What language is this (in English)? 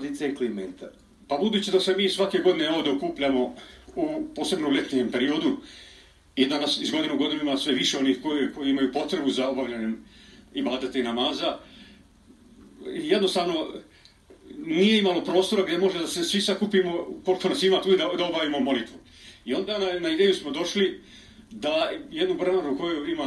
Bosnian